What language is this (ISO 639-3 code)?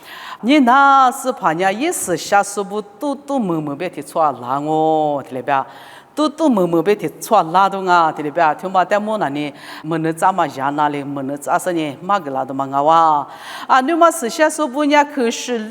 lis